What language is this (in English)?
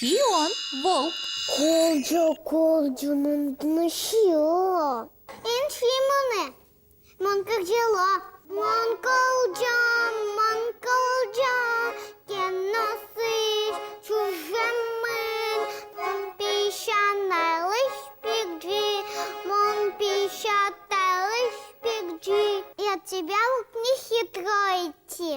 Udmurt